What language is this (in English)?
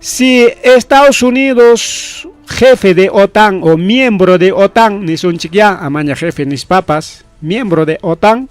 Ayacucho Quechua